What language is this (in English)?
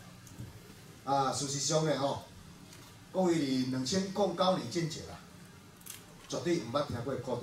Min Nan Chinese